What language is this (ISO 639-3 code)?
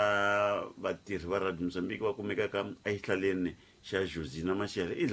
tso